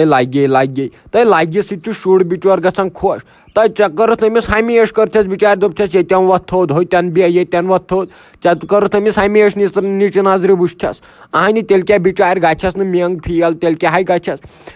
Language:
Kashmiri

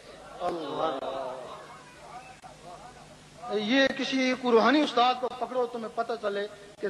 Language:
Urdu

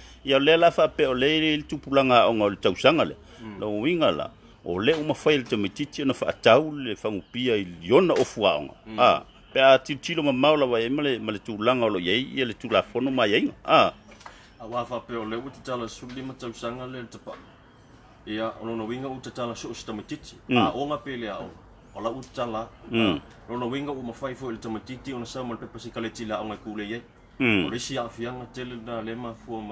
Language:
Samoan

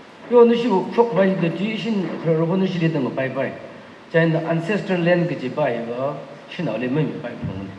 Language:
Tangkhul Naga (India)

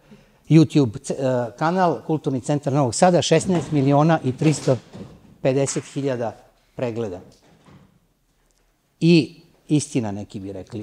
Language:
Serbian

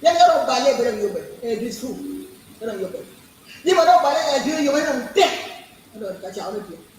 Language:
Acoli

